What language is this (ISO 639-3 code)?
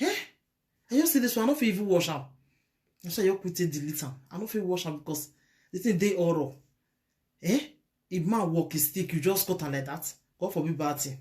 pcm